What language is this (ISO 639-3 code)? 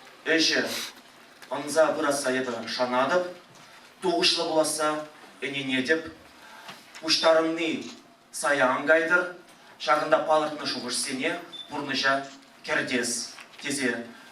chv